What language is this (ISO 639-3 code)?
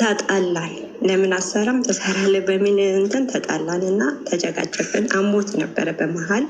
amh